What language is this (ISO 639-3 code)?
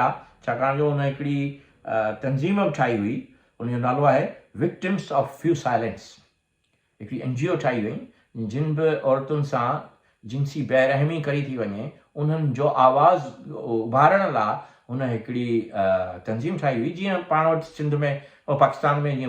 snd